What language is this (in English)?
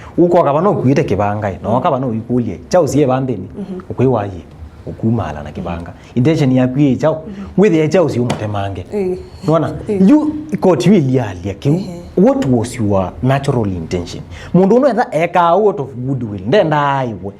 Kamba